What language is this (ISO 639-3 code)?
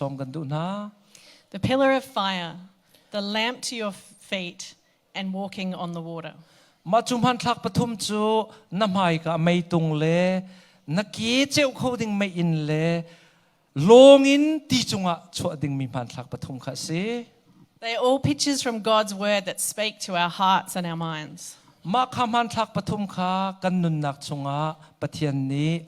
cnh